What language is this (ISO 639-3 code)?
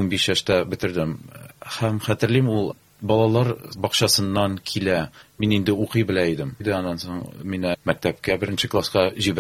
tat